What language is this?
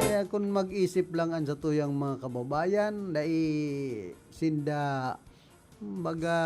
Bikol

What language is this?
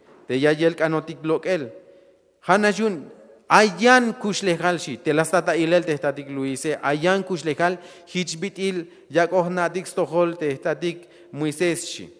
Tzeltal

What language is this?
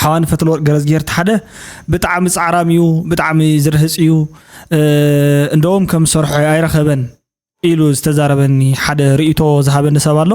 Tigrinya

